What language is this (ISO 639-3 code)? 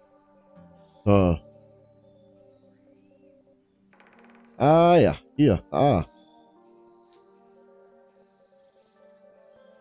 deu